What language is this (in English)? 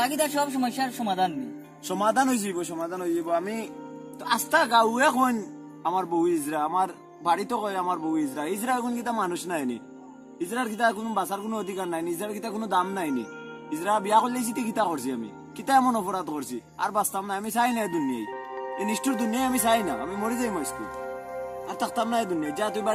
Sylheti